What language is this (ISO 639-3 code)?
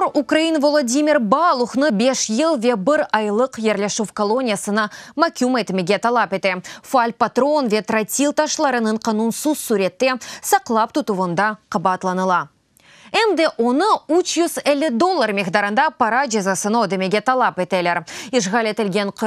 crh